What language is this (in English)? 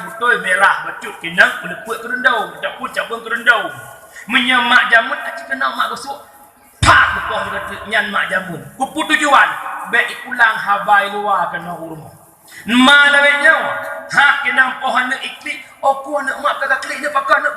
Achinese